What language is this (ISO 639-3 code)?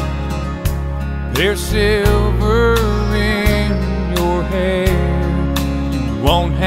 eng